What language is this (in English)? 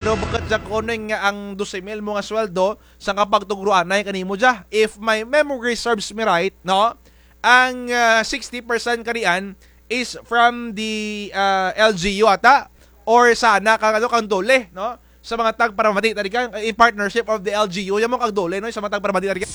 Kinaray-a